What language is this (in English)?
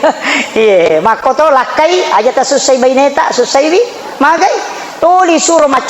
Buginese